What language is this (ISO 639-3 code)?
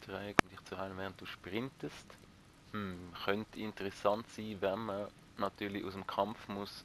gsw